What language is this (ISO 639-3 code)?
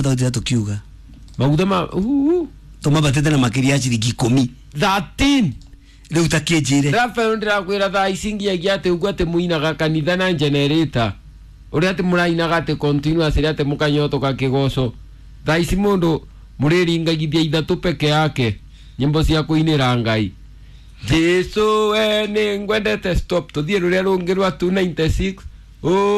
kik